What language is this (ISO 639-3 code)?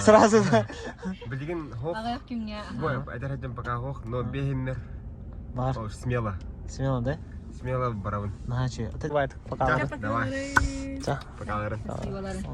sah